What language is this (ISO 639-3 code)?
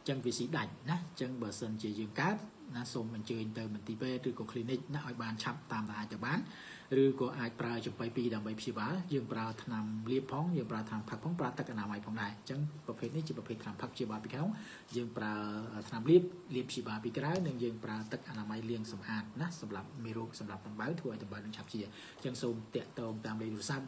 khm